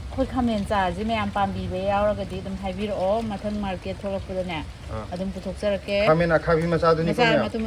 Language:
Manipuri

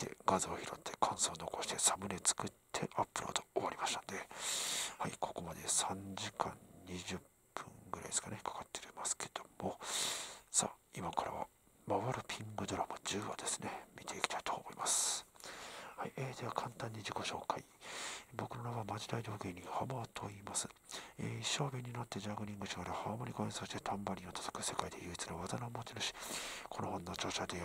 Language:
Japanese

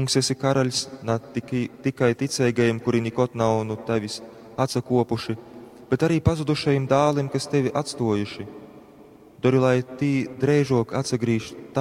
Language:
Latgalian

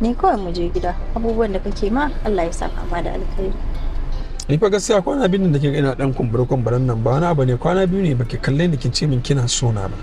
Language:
Hausa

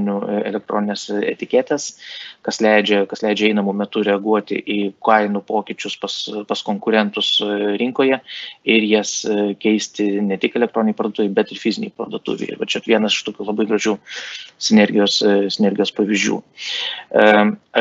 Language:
Lithuanian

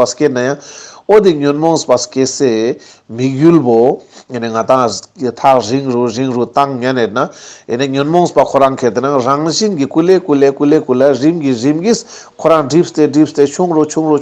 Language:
Ladakhi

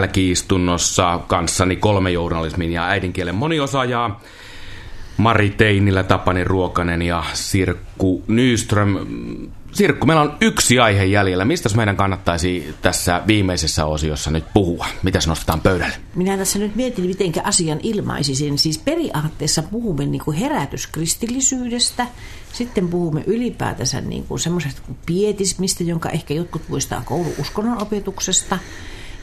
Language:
Finnish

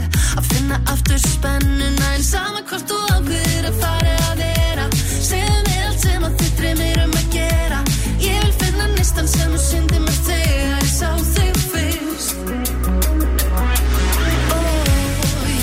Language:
Icelandic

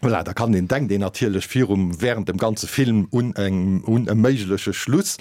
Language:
Luxembourgish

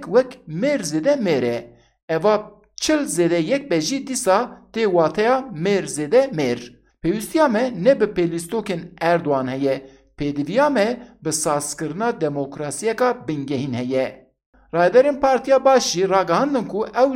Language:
Kurdish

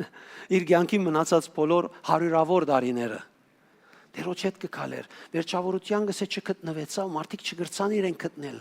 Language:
Western Armenian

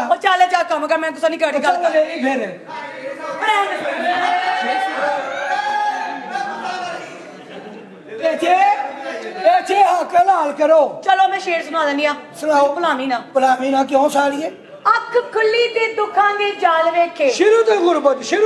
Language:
Punjabi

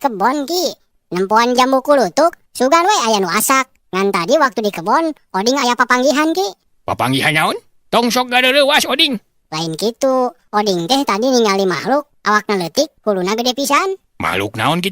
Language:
Sundanese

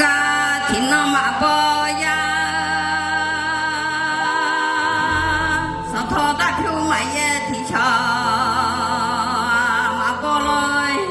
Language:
Akha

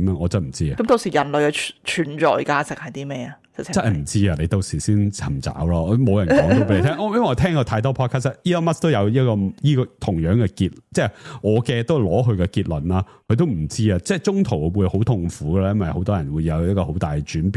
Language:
Cantonese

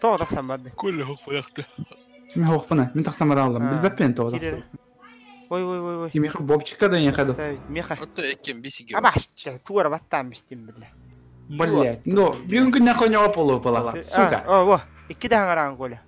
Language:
Yakut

